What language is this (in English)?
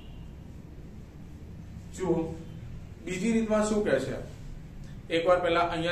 Gujarati